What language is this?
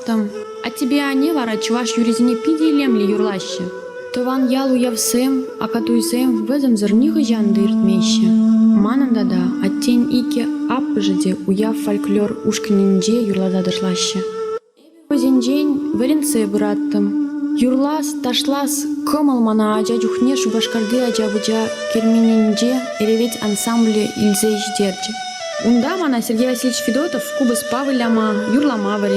Chuvash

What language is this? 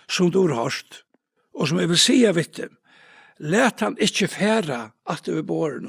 Faroese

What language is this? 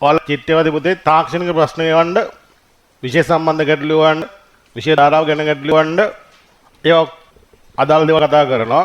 Sinhala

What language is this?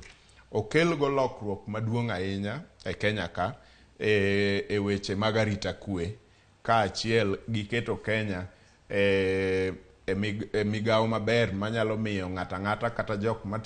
Luo (Kenya and Tanzania)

